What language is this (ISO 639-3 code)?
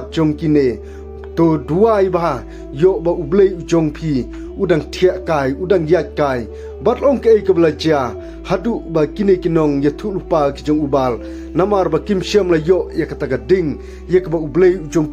kha